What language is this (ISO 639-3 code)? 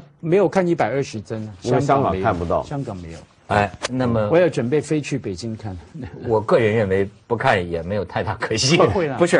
zho